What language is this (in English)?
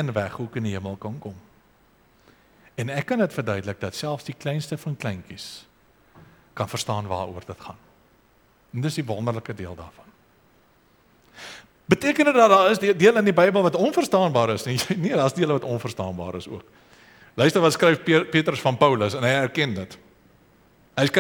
Afrikaans